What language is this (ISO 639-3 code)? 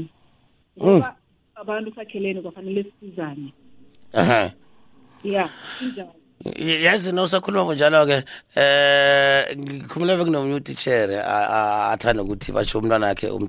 nbl